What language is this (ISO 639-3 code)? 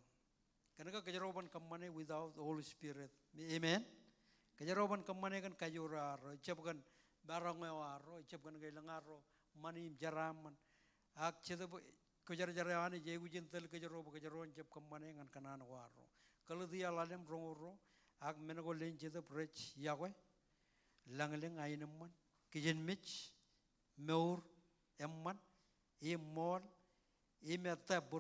mah